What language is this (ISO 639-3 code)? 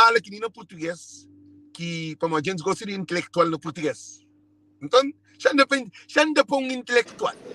kea